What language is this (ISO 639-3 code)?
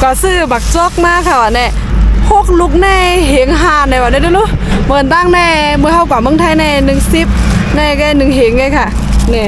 shn